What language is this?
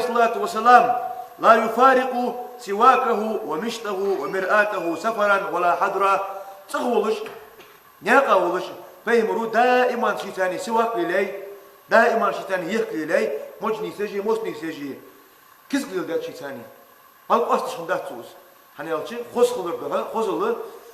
Ingush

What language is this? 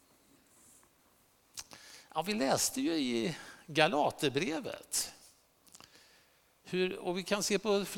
Swedish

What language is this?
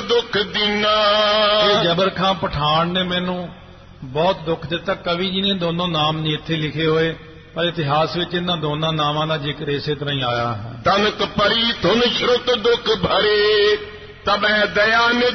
Punjabi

